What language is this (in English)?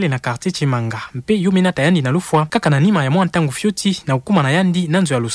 Kituba (Democratic Republic of Congo)